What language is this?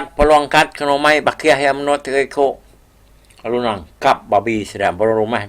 Iban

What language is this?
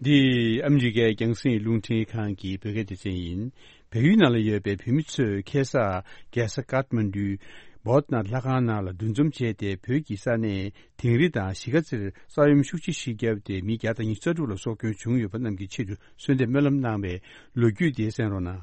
Tibetan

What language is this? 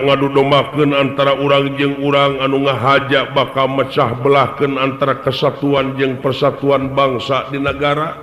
Sundanese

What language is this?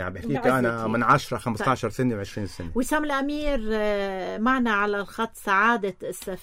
North Levantine Arabic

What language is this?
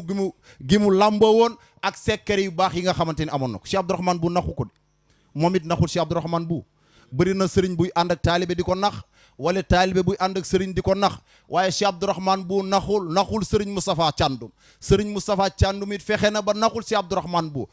Wolof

